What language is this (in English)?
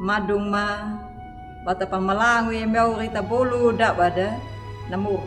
Anakalangu